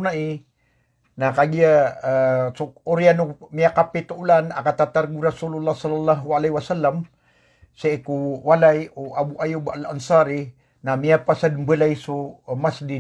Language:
Maranao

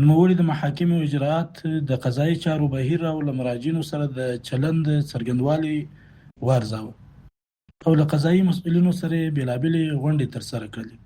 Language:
Pashto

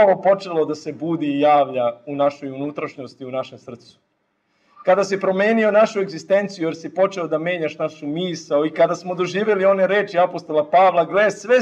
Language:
Serbian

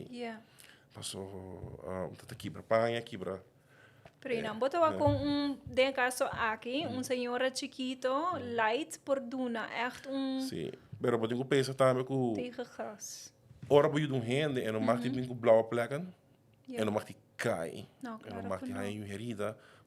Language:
Papiamento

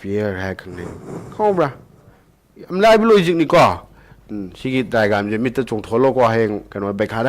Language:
Manipuri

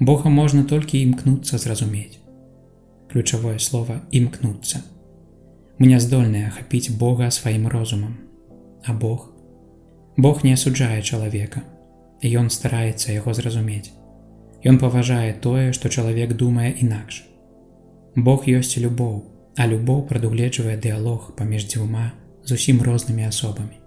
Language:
Belarusian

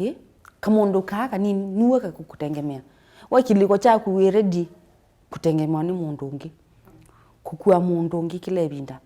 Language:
Kamba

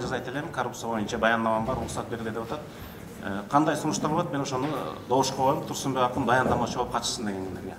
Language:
Kyrgyz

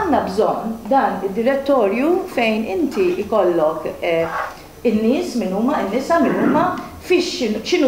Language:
Maltese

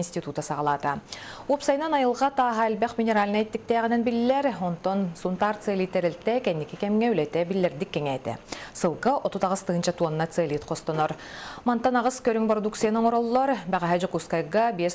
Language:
Yakut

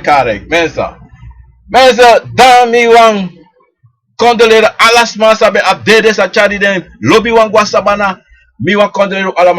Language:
Sranan Tongo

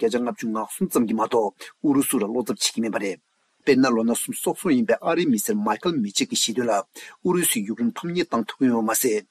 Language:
Tibetan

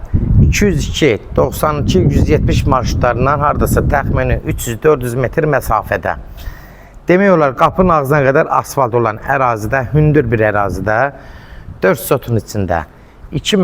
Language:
Azerbaijani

